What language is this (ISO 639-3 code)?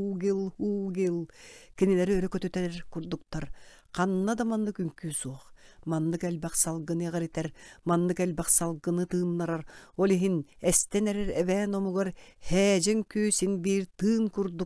sah